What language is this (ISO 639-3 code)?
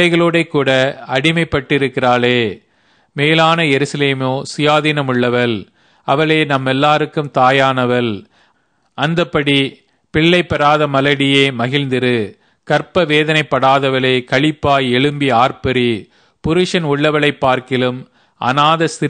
tam